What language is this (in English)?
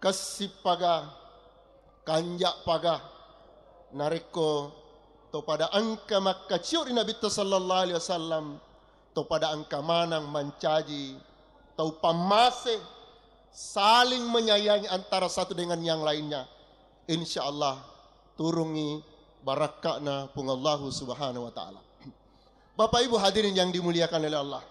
Buginese